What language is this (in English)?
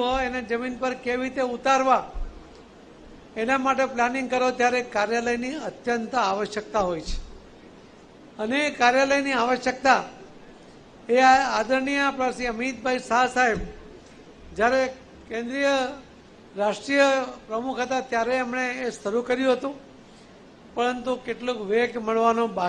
Gujarati